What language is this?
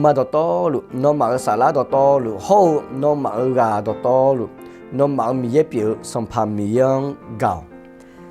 Akha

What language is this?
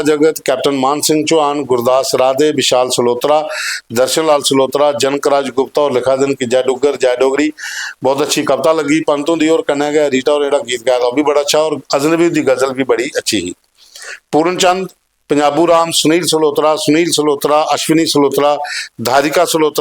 Dogri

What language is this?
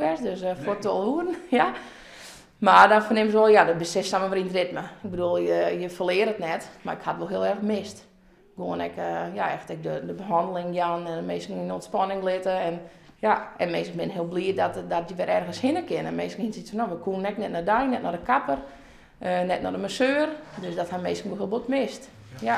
Western Frisian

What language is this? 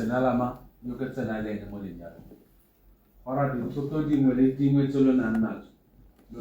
Tswana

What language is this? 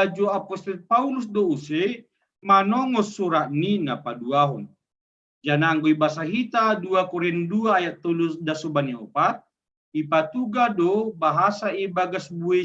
Batak Simalungun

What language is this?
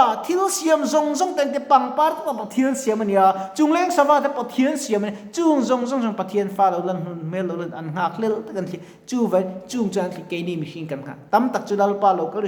Mizo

